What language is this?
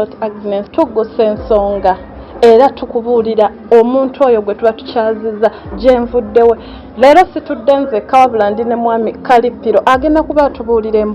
Ganda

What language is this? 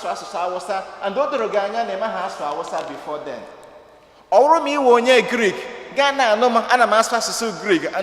Igbo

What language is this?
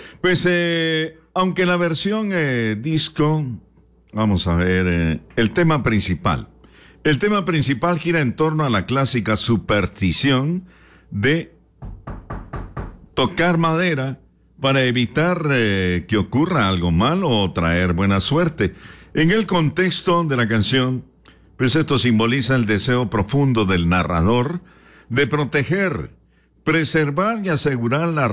Spanish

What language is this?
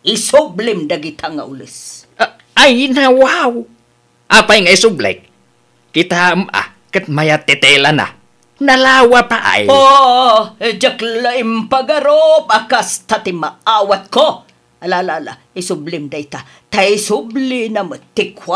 Iloko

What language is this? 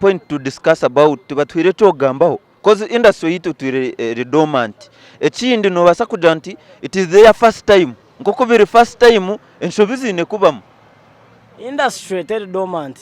Nyankole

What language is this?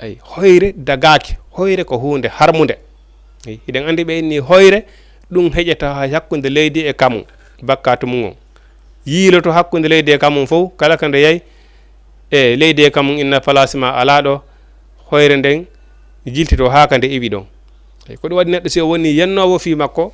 Fula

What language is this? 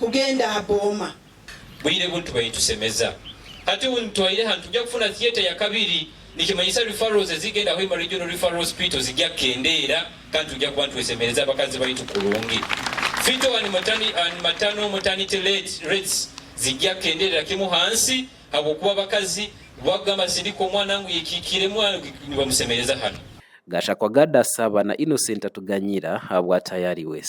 Nyankole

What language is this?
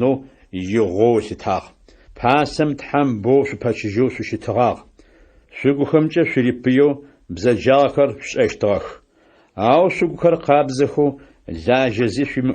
Adyghe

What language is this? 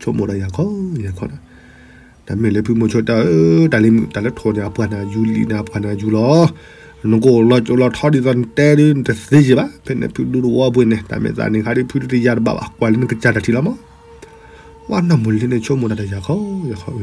S'gaw Karen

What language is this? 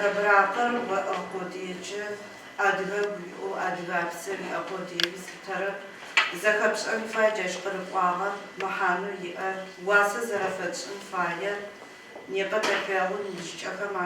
Adyghe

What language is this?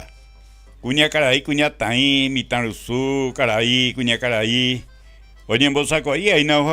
Guarani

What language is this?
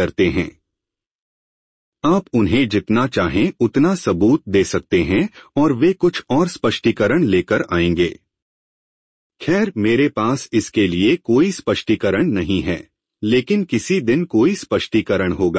Hindi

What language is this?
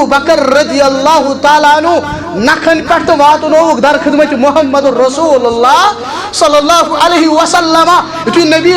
Kashmiri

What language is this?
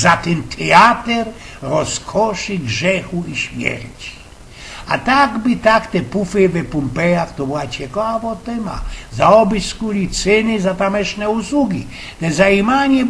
Silesian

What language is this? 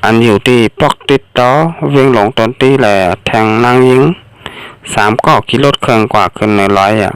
Shan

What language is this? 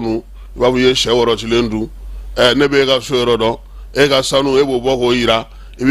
Bambara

